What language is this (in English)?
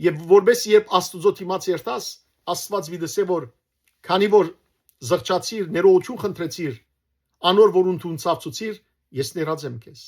Western Armenian